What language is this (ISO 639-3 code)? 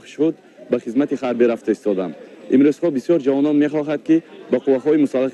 tgk